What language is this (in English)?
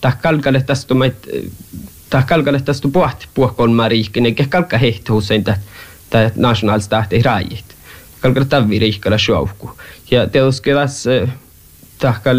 Finnish